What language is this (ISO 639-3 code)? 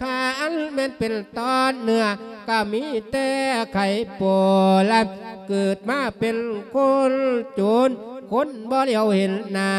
lao